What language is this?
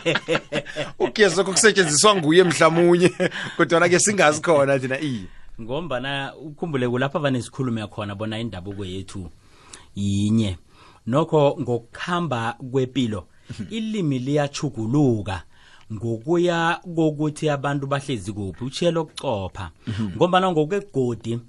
South Ndebele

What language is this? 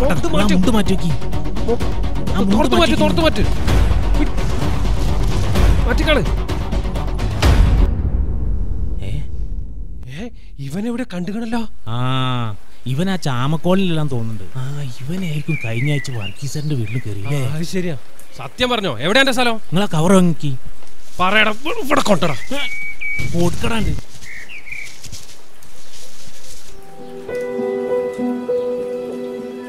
Malayalam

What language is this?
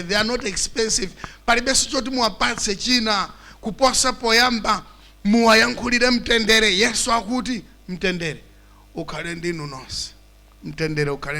Nyanja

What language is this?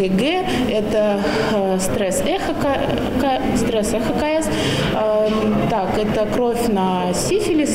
Russian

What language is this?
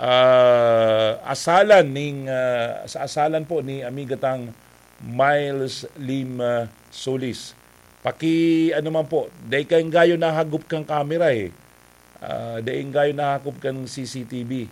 Bikol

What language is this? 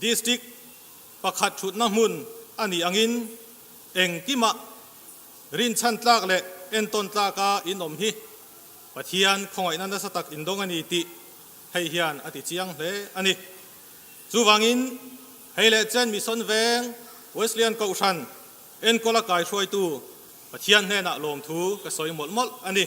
Mizo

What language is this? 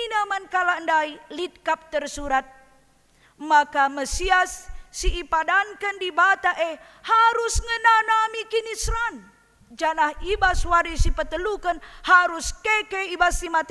Batak Karo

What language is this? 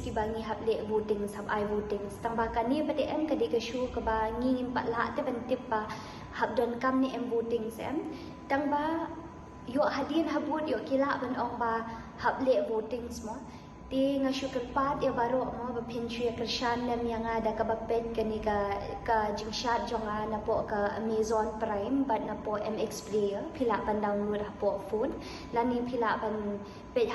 Khasi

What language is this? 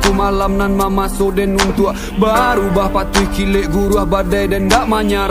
Minangkabau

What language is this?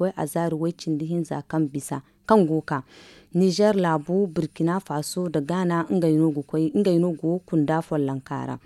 Zarma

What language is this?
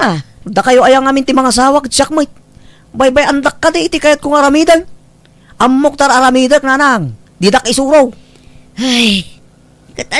Iloko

